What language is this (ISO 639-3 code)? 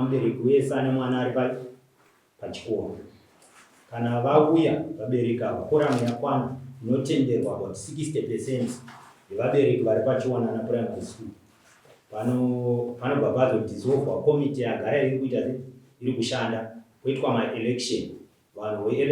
sna